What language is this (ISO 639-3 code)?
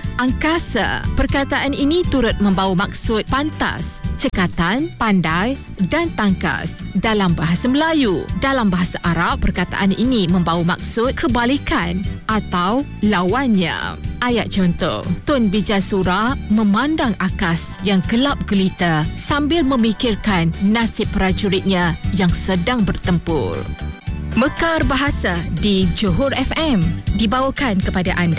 msa